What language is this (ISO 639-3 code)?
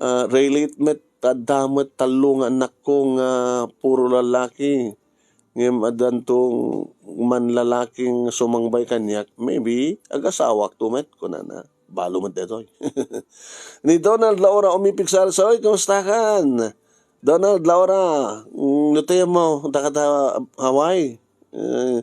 ilo